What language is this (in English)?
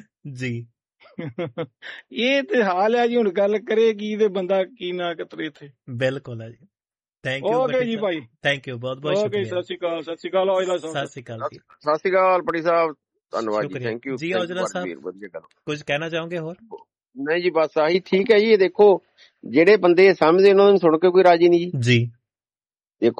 Punjabi